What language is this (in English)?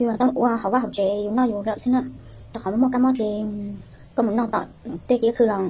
Hmong